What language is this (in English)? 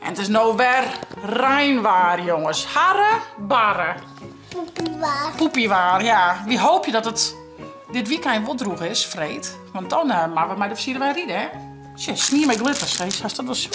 Western Frisian